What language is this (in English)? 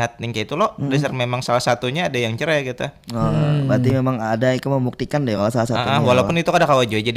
Banjar